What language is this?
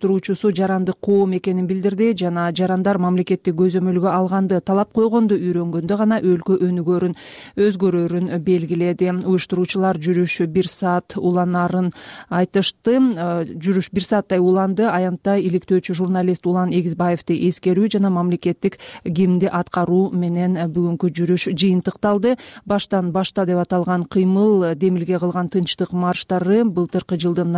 Kyrgyz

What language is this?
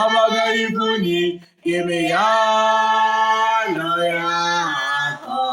Zulu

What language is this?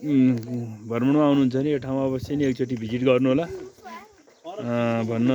Nepali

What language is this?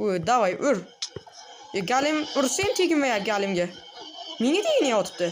Uzbek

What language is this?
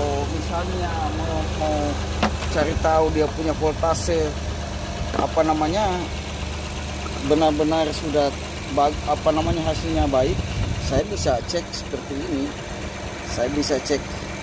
Indonesian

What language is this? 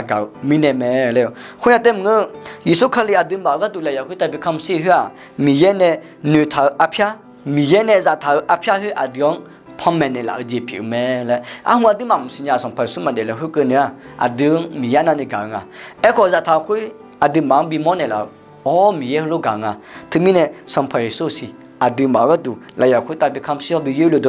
Akha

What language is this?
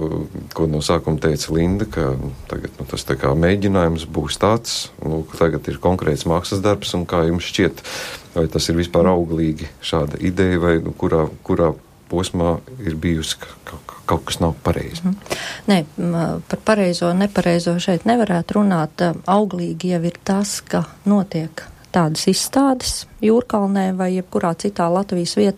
Latvian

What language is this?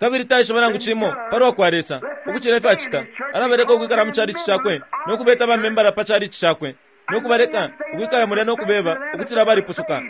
Bemba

